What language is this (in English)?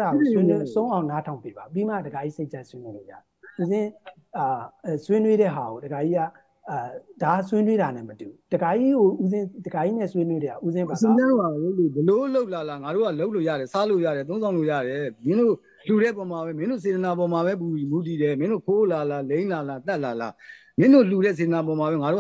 Burmese